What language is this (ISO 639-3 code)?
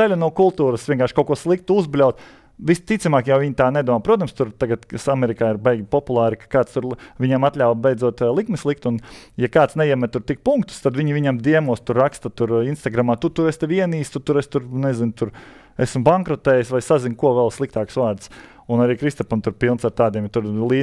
lav